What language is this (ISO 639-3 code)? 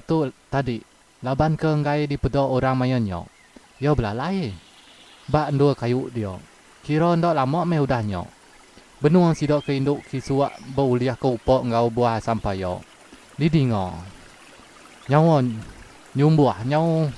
iba